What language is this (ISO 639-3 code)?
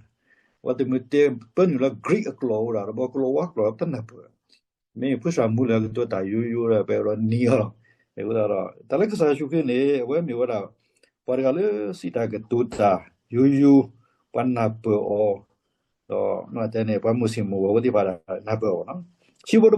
ksw